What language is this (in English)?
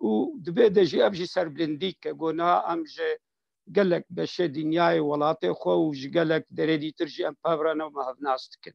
Kurdish